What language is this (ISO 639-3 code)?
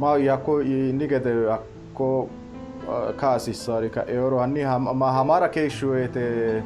sid